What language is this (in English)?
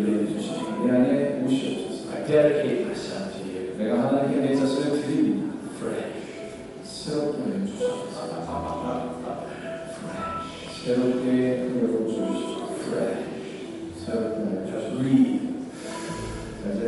Korean